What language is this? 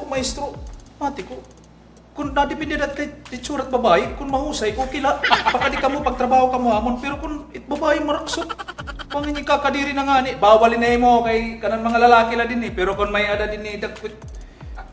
Waray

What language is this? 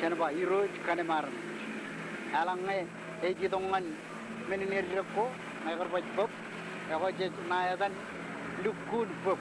Marshallese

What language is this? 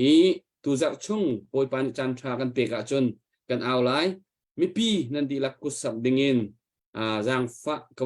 Hakha Chin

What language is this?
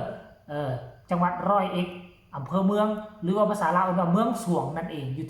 Lao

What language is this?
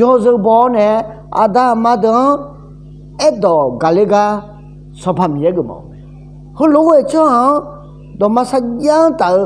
Akha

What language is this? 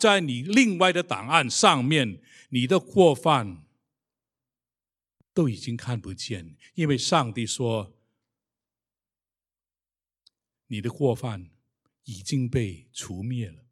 Chinese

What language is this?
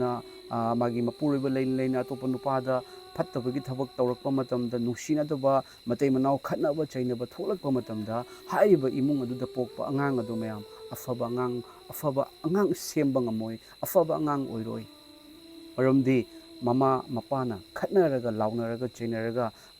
Manipuri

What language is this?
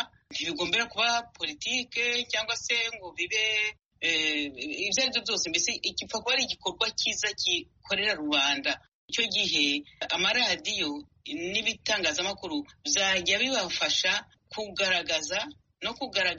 Kinyarwanda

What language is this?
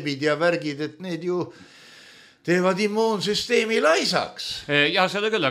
Estonian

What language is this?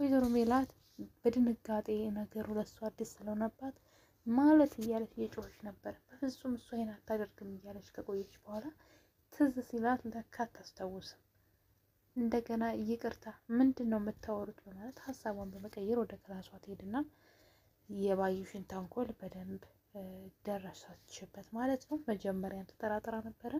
Amharic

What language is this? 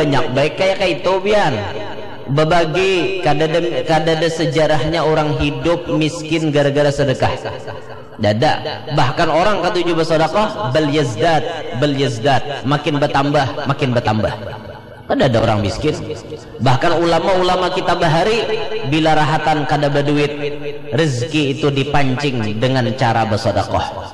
Banjar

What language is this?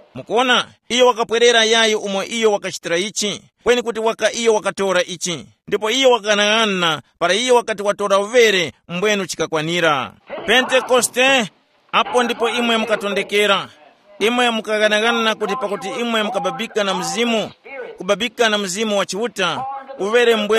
Tumbuka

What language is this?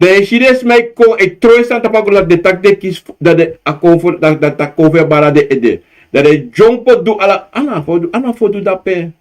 Sranan Tongo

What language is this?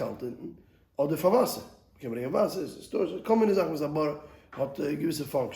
Yiddish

